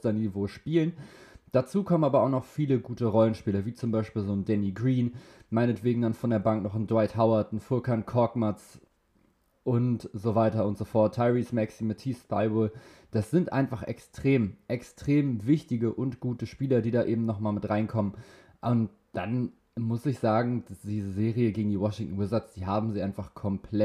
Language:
German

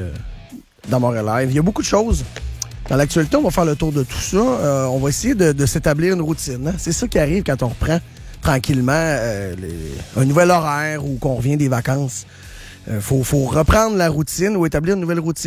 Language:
French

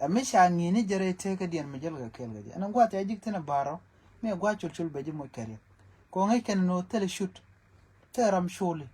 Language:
Nuer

